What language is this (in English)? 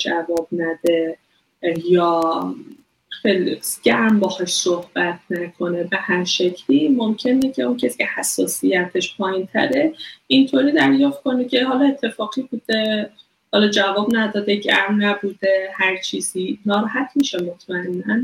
Persian